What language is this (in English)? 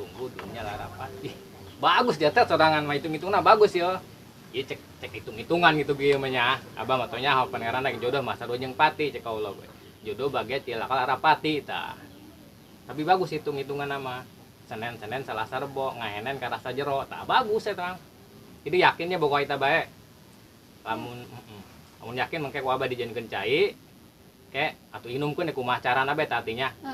Sundanese